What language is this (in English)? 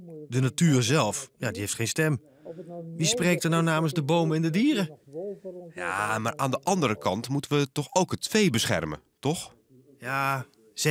Dutch